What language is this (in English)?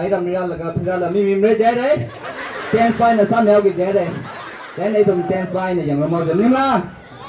Tangkhul Naga (India)